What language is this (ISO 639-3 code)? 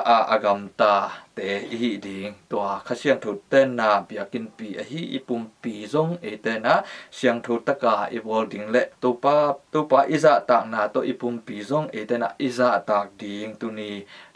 ctd